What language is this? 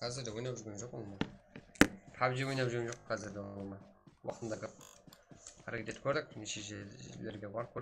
Kara-Kalpak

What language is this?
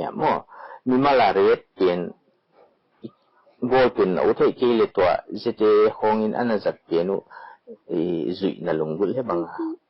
Paite Chin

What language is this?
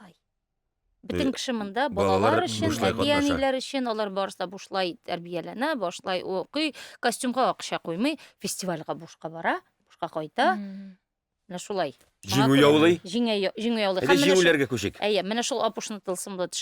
Tatar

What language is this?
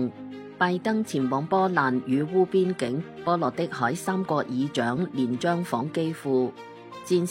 Cantonese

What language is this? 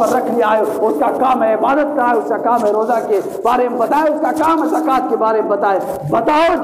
Urdu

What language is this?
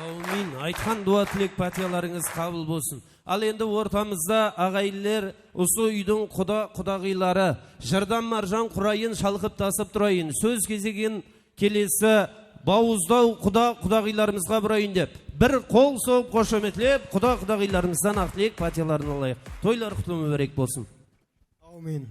Kara-Kalpak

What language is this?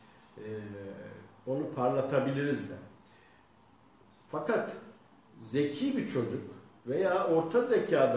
Turkish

